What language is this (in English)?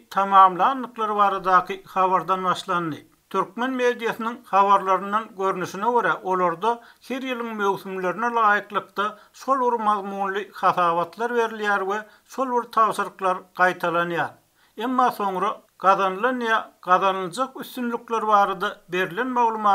Turkmen